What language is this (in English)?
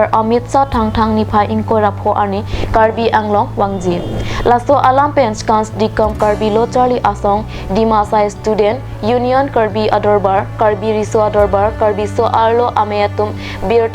Karbi